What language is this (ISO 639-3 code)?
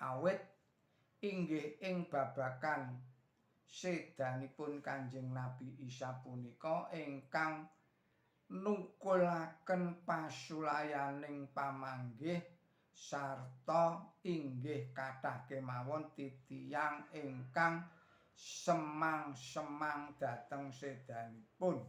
jav